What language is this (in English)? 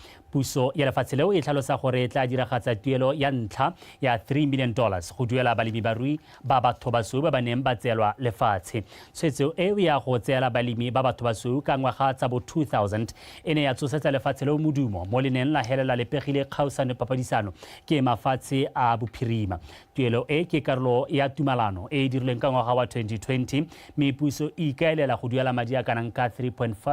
Tswana